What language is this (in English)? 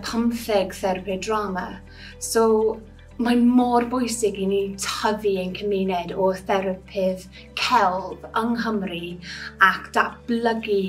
Welsh